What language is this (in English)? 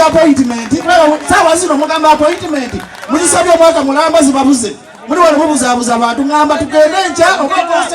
Ganda